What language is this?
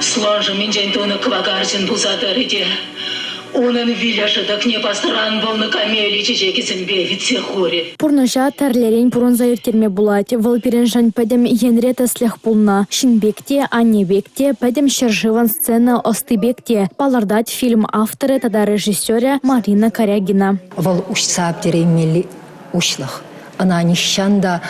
Chuvash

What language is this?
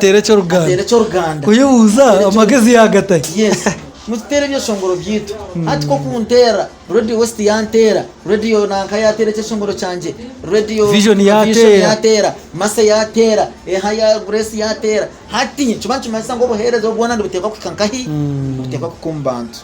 Nyankole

